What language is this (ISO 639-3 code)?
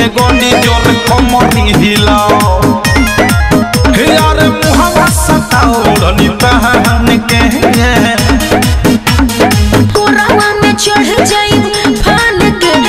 bho